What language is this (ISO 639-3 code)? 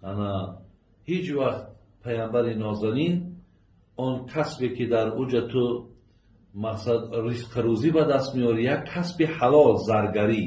tgk